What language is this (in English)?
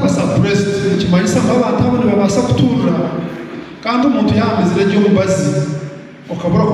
Nyankole